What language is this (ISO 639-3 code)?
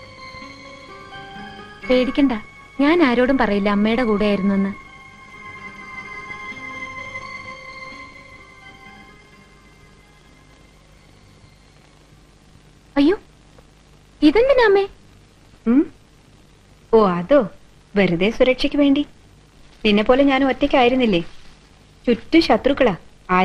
mal